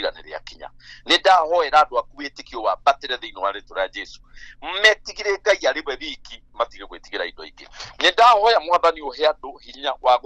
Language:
Kikuyu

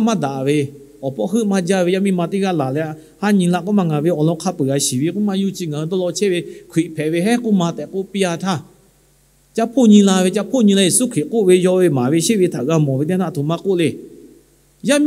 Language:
Lahu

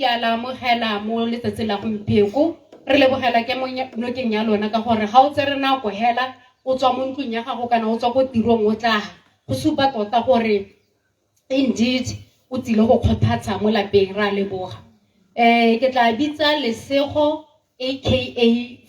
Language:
Tswana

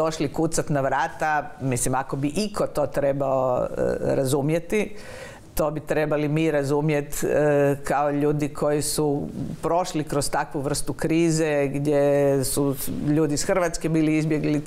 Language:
Croatian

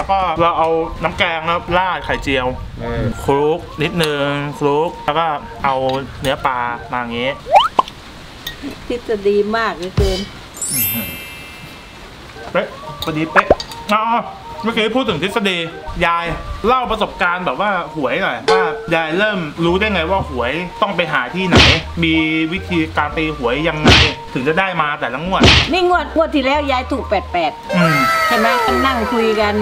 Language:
Thai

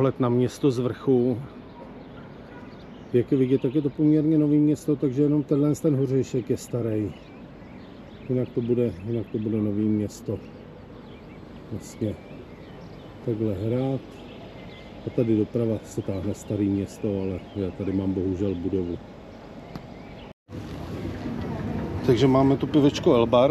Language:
Czech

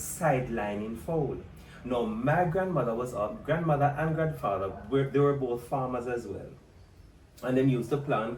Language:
Jamaican Creole English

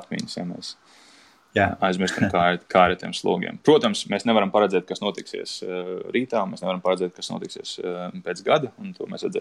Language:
Latvian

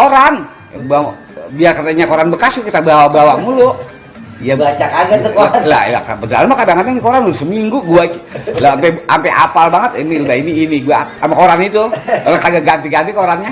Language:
Betawi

